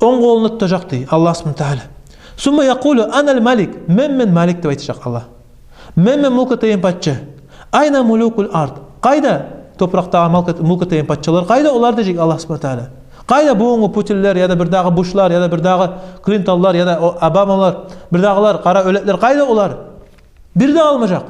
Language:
Kumyk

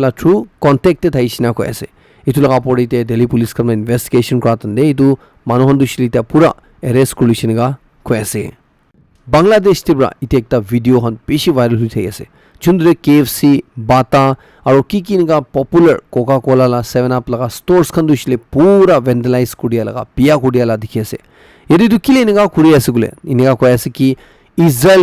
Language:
Naga Pidgin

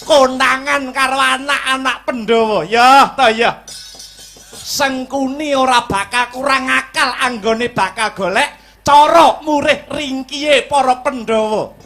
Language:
Javanese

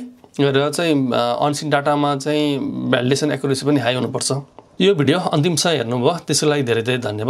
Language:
Nepali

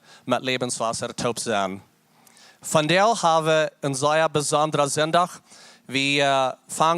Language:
Plautdietsch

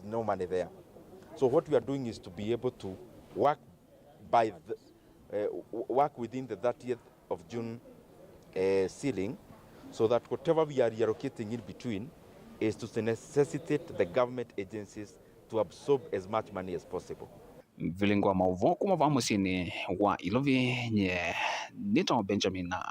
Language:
Kamba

